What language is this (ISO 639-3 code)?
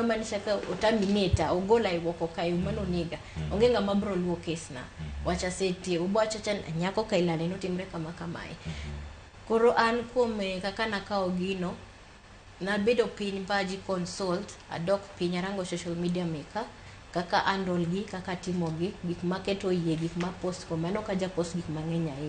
luo